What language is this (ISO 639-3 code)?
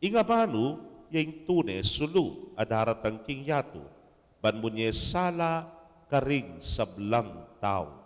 pam